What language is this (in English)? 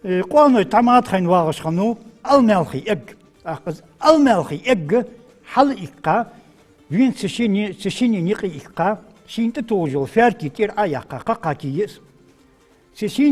Ingush